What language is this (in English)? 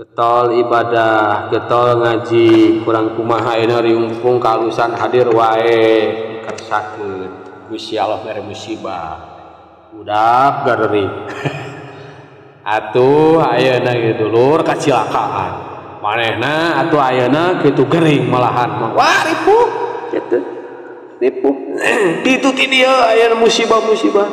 Sundanese